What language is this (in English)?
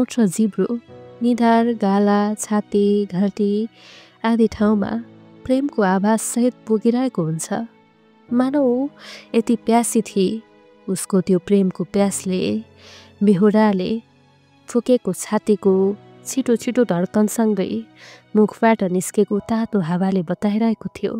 Nepali